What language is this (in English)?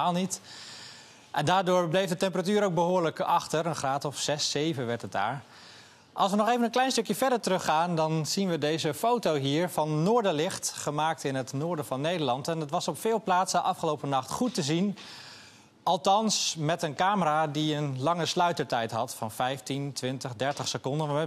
Dutch